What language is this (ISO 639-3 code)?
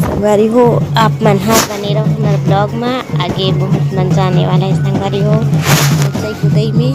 hne